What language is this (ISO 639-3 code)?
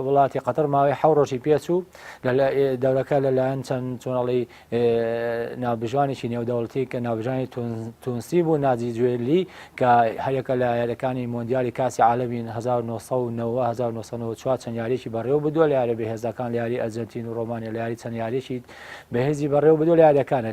ckb